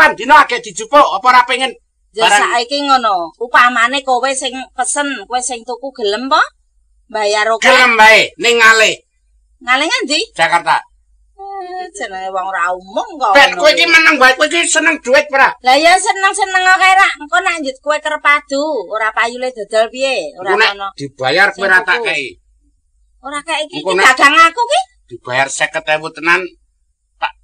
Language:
Javanese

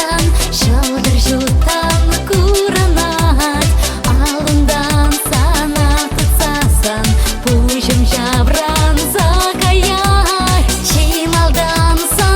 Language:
Chuvash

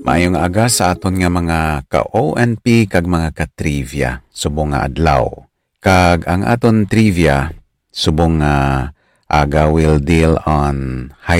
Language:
Hiligaynon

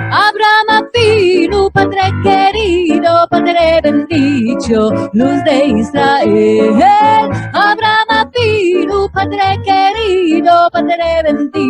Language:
Ladino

